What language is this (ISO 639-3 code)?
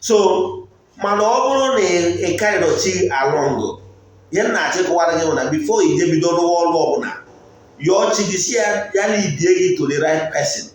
ibo